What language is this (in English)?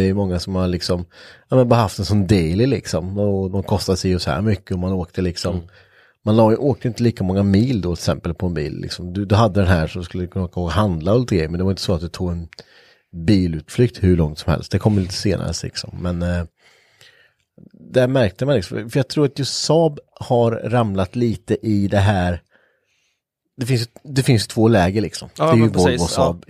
Swedish